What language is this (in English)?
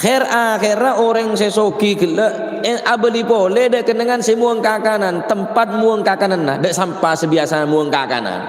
Madurese